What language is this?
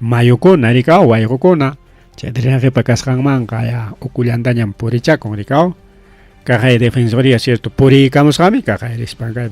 Ayacucho Quechua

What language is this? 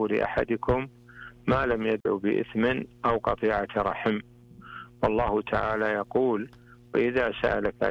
Arabic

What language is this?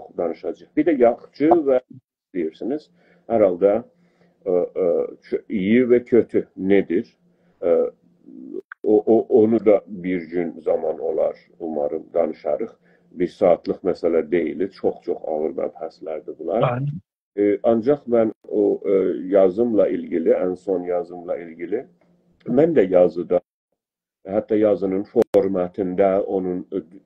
South Azerbaijani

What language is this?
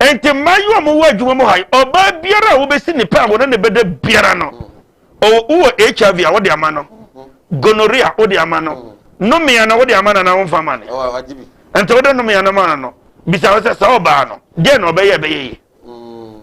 Akan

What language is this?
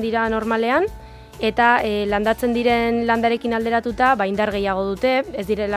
Basque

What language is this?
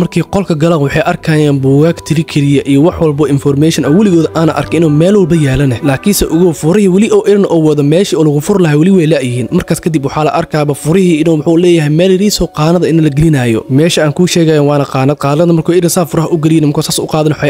Somali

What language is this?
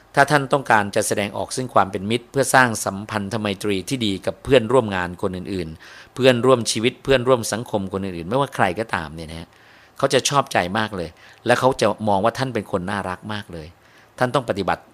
Thai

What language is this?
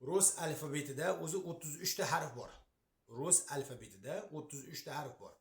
Uzbek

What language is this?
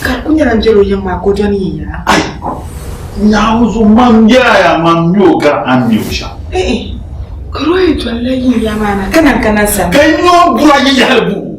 Dagbani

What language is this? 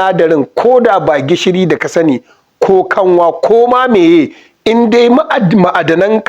Hausa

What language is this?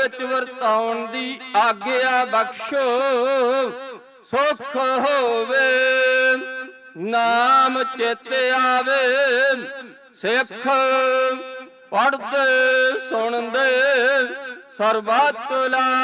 Punjabi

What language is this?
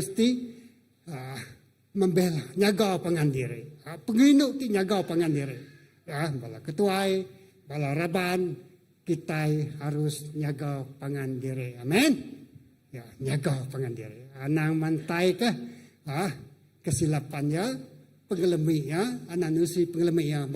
Iban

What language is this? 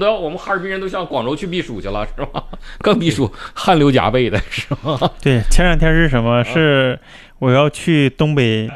Chinese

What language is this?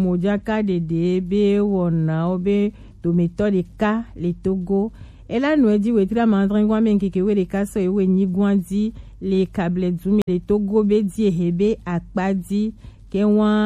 Gen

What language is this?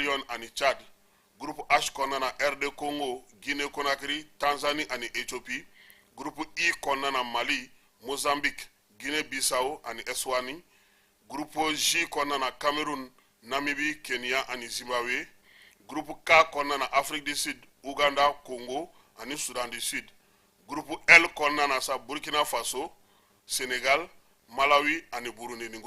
Bambara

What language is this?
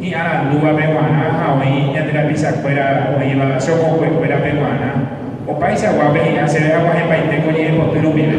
Guarani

